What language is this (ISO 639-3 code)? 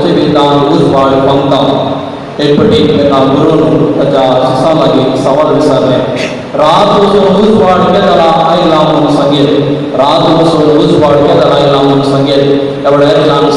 kok